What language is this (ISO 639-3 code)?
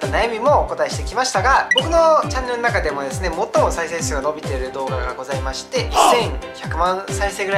jpn